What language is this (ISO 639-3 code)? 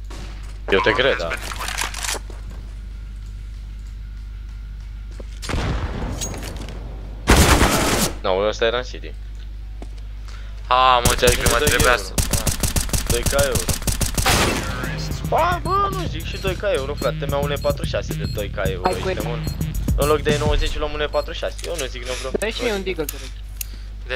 ron